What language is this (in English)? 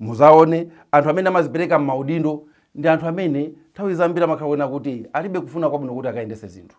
Nyanja